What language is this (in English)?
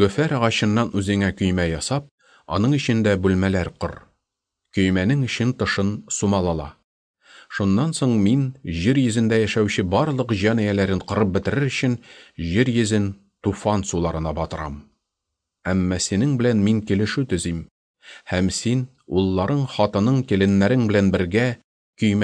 Tatar